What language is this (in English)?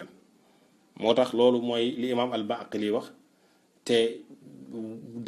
Wolof